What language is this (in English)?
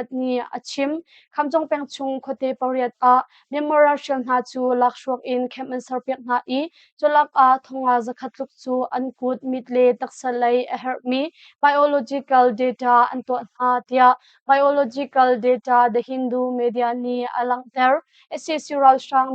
Hakha Chin